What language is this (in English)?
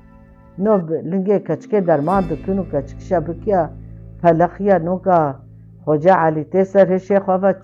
Kurdish